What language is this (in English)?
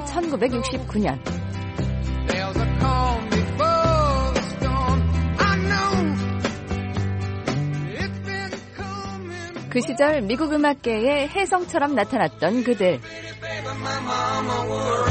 Korean